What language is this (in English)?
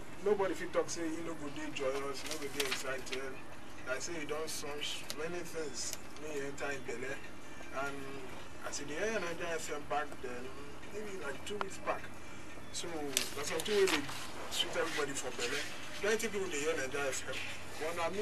Nigerian Pidgin